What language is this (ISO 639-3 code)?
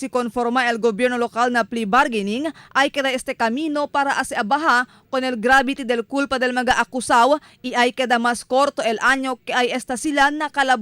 cbk